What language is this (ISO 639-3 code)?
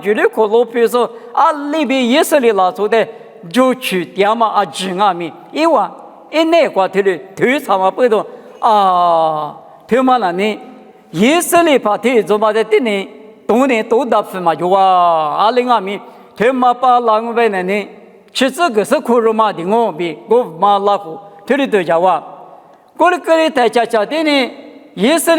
lis